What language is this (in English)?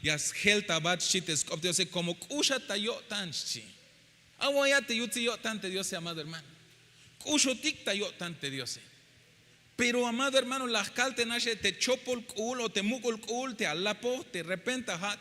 Tzeltal